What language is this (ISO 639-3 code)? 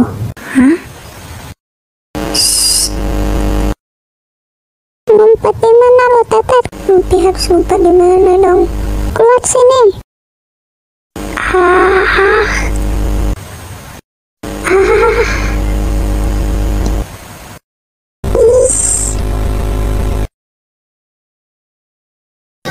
ind